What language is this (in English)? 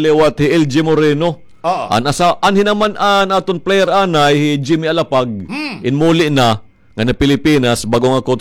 Waray